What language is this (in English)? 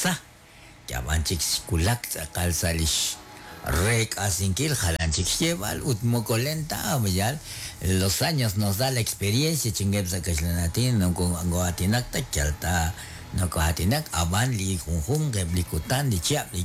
Kekchí